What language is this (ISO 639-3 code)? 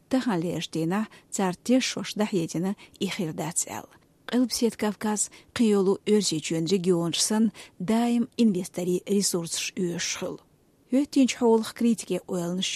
che